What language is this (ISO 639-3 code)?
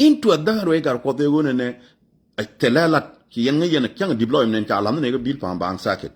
nus